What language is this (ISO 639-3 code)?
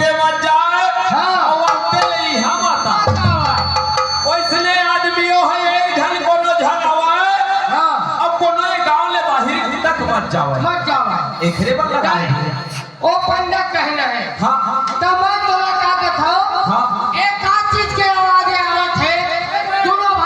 hne